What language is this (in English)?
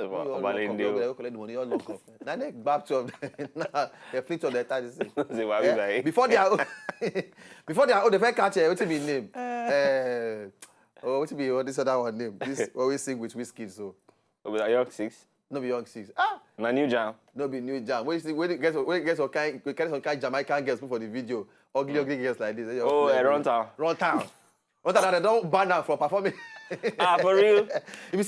Nigerian Pidgin